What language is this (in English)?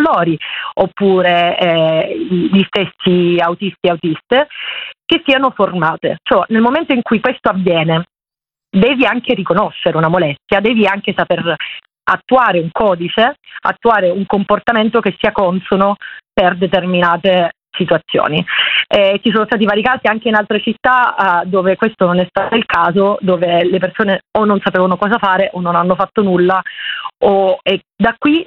Italian